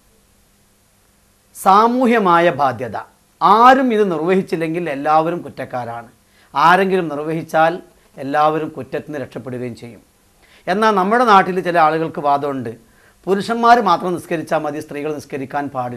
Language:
Malayalam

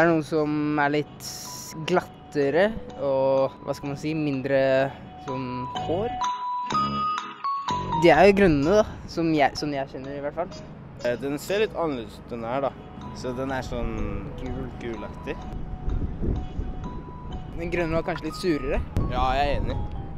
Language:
Norwegian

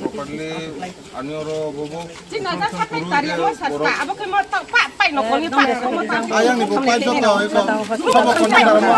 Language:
Riang (India)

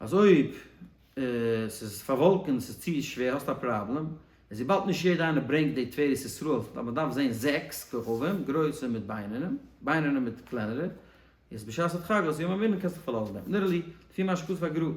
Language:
Yiddish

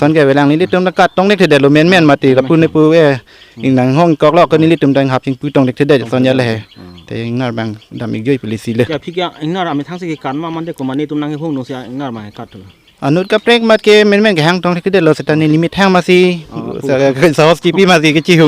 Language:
Karbi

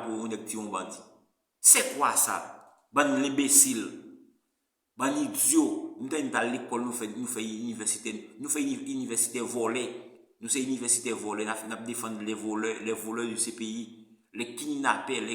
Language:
Haitian Creole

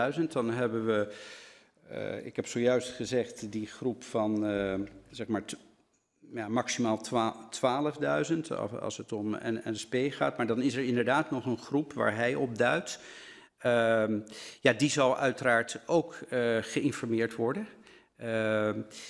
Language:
Dutch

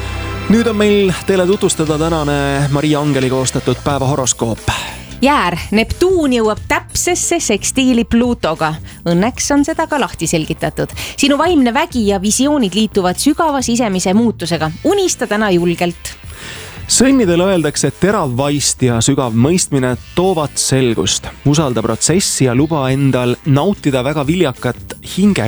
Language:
Estonian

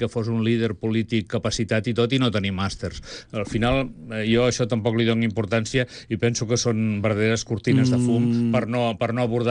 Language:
Catalan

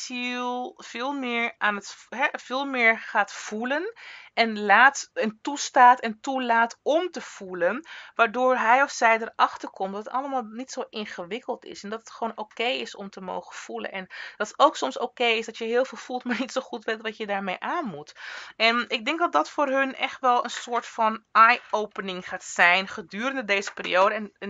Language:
Dutch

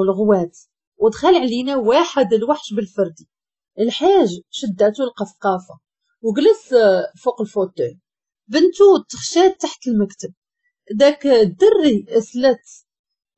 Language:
Moroccan Arabic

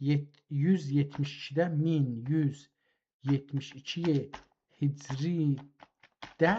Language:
South Azerbaijani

